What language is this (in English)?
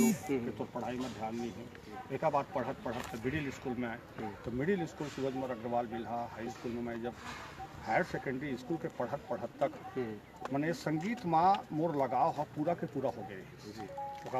Chhattisgarhi